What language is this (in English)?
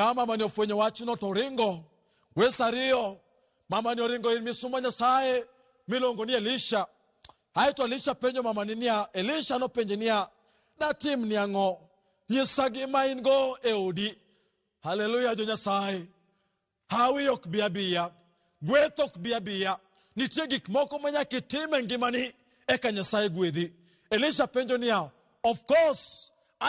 Luo (Kenya and Tanzania)